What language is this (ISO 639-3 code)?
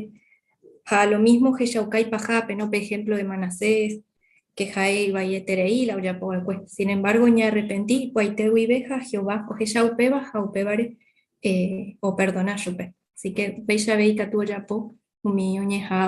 grn